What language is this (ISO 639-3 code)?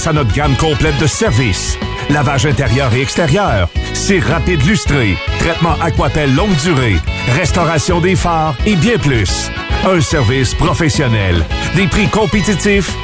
fra